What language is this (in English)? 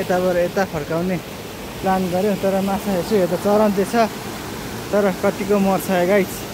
Nepali